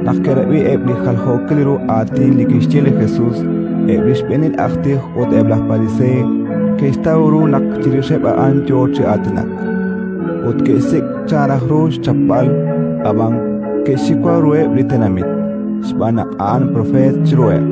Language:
Kekchí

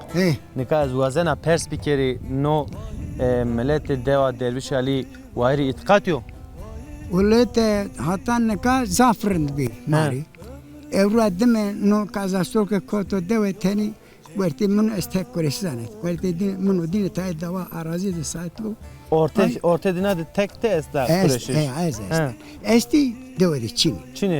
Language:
Zaza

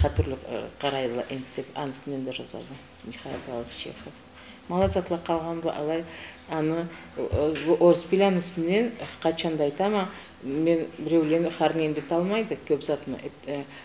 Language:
Karachay-Balkar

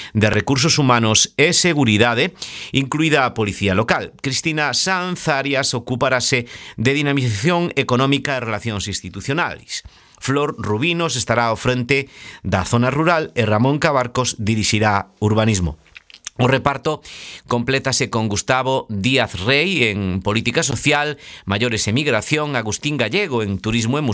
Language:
Galician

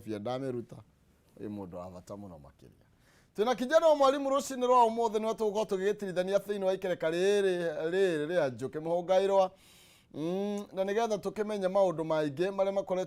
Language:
Kikuyu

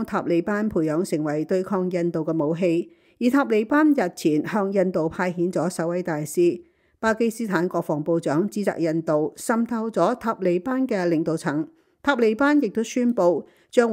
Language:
Cantonese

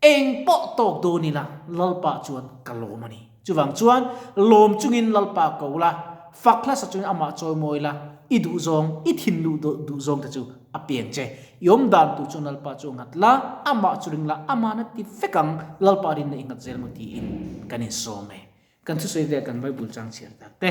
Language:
Mizo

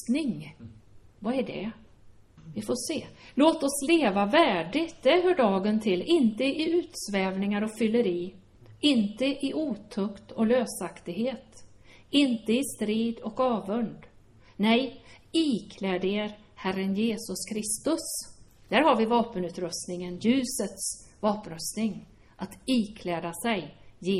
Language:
Swedish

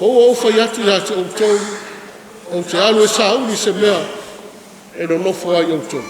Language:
Samoan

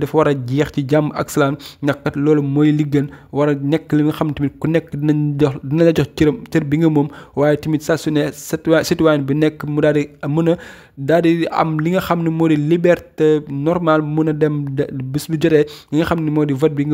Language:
Wolof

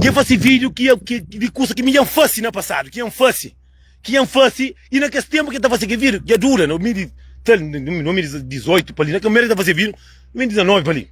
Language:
Kabuverdianu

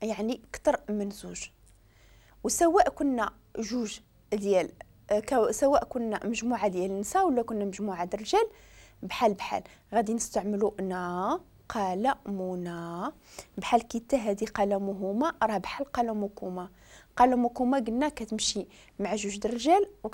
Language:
Moroccan Arabic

